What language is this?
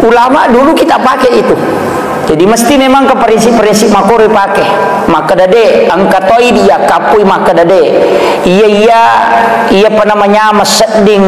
Buginese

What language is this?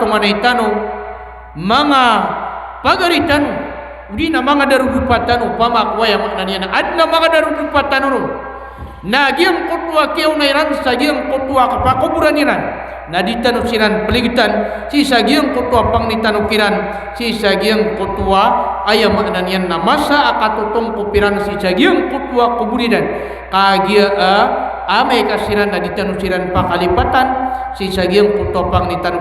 Maranao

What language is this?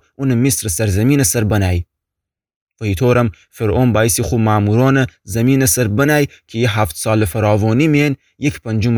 Gilaki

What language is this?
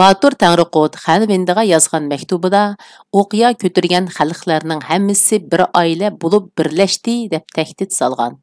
Uyghur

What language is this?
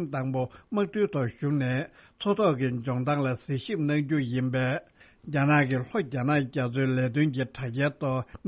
Tibetan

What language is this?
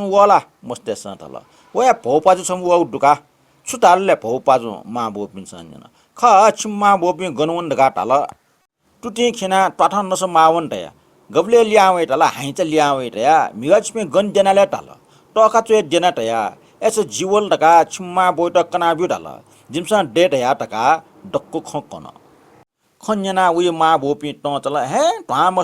Newari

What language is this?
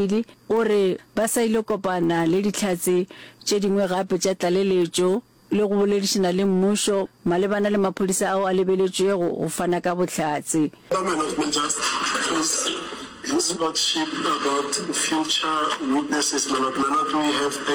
Northern Sotho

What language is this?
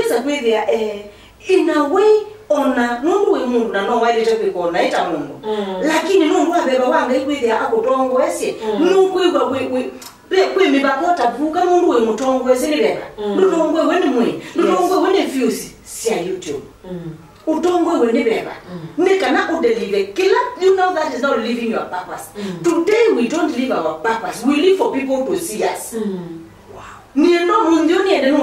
Kamba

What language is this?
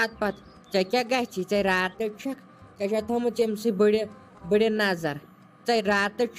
Kashmiri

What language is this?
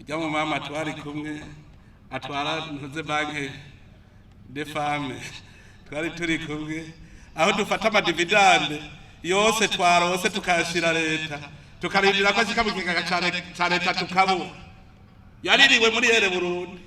Rundi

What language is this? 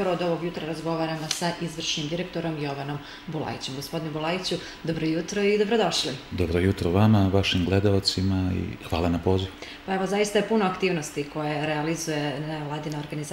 Serbian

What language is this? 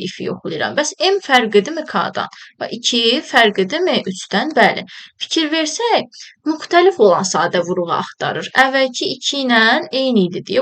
Azerbaijani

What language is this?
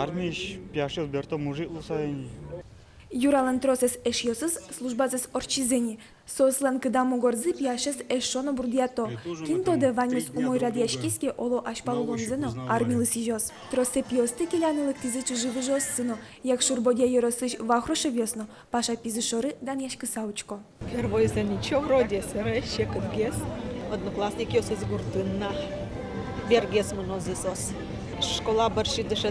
Udmurt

